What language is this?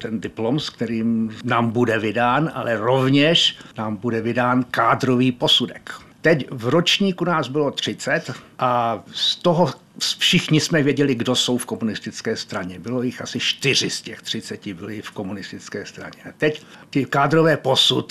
Czech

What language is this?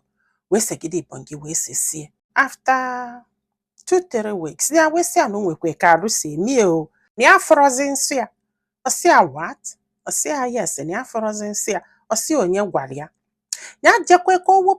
Igbo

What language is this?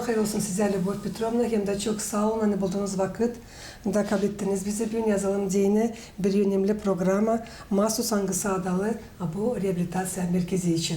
Gagauz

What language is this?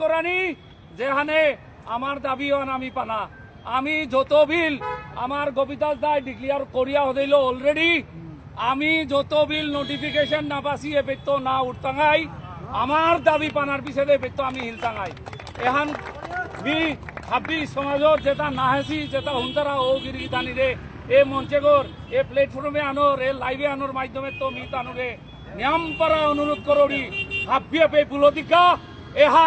Bishnupriya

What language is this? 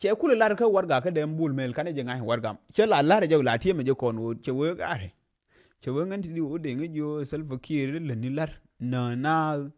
Nuer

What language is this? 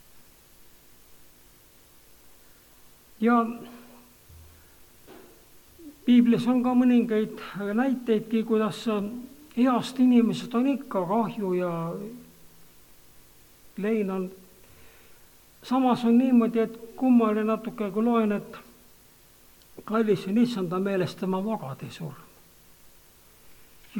Estonian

